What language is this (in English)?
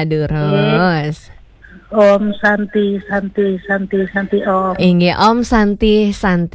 Balinese